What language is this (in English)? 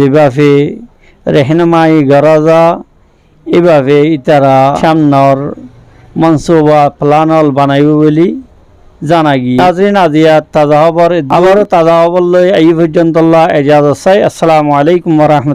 Rohingya